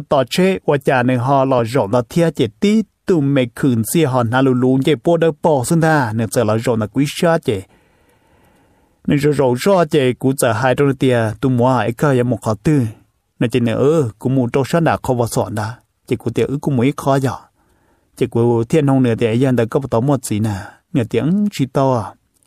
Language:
Vietnamese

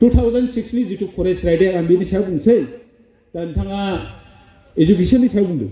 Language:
Bodo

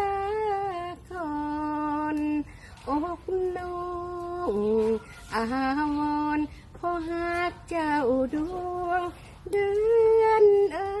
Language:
Lao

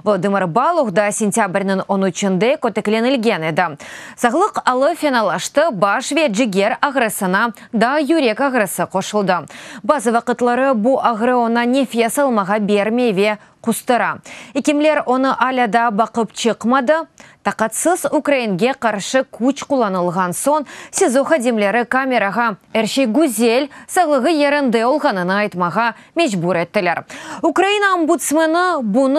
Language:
Crimean Tatar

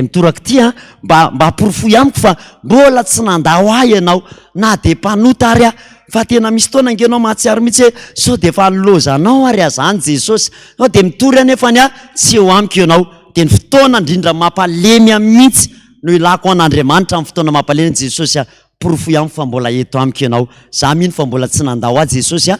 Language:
Malagasy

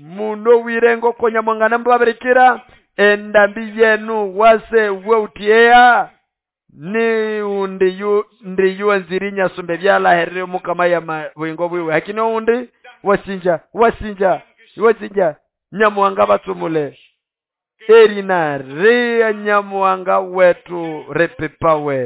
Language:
Nande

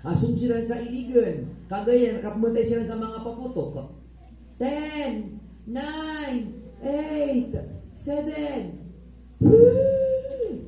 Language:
Maranao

